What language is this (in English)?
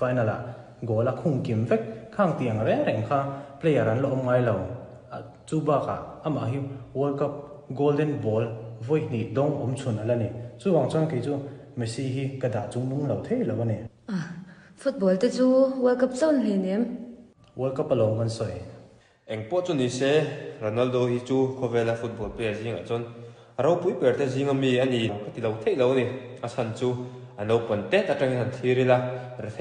Mizo